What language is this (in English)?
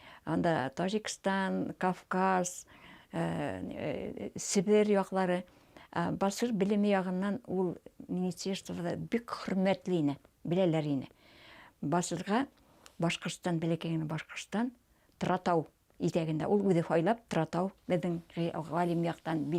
Bashkir